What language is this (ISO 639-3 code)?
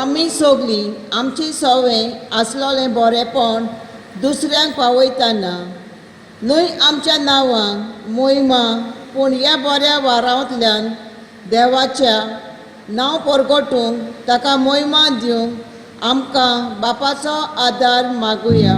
kok